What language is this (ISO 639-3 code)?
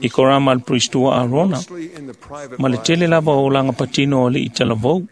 smo